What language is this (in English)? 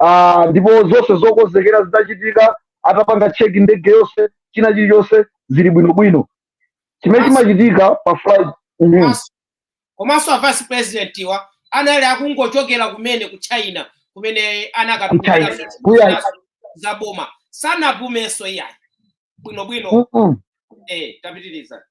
Nyanja